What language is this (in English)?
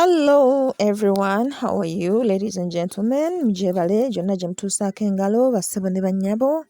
Ganda